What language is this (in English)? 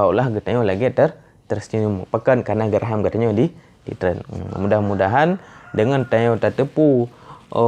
Achinese